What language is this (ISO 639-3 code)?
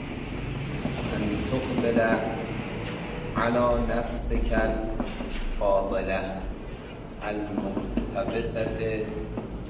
fas